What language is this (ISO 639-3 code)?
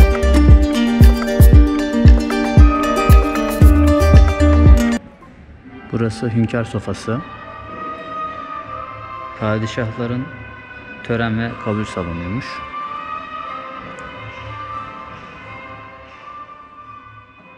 tur